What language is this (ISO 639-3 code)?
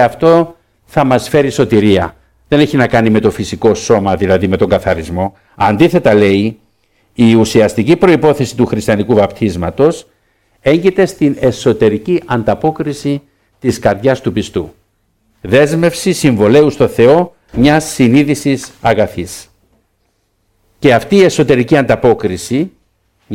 ell